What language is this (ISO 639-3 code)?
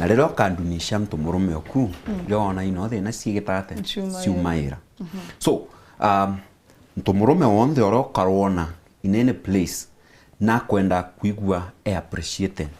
mer